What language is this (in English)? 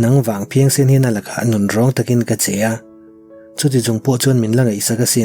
Mizo